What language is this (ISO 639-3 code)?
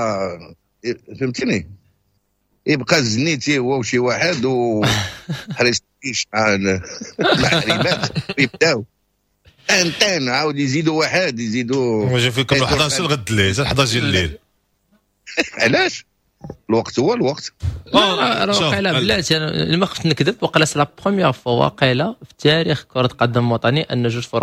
ary